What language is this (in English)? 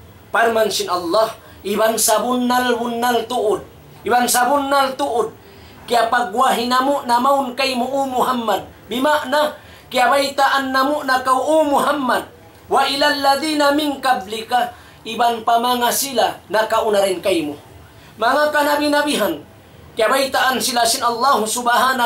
Tausug